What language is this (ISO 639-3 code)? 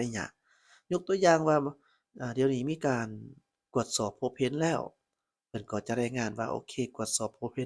lao